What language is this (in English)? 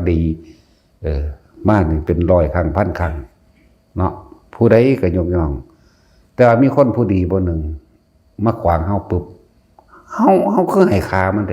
Northeastern Thai